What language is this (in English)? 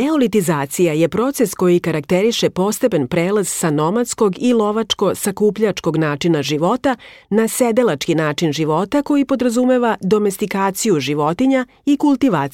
Serbian